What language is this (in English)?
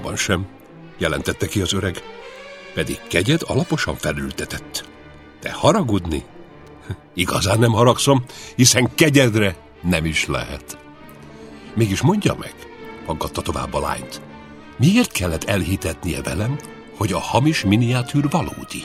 Hungarian